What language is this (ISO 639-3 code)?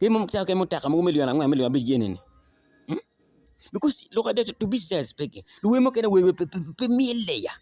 ach